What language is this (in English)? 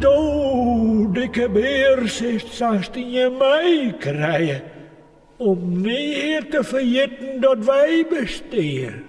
Western Frisian